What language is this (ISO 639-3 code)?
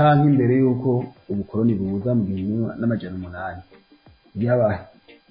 run